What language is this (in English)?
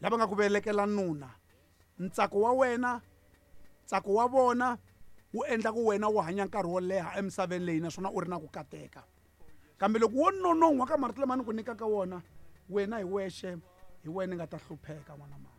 Tsonga